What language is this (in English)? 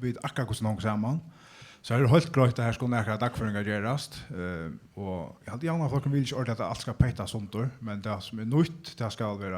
Faroese